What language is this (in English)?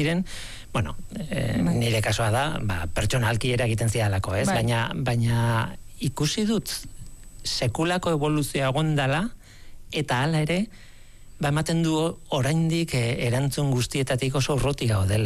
Basque